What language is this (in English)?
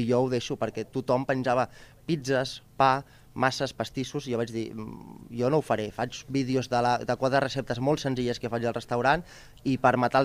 Catalan